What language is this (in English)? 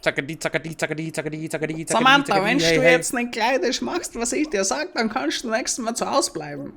Bavarian